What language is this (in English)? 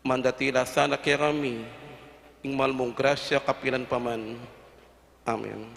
Pampanga